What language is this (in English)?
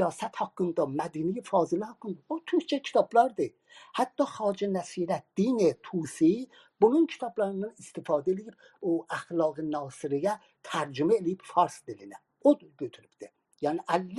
South Azerbaijani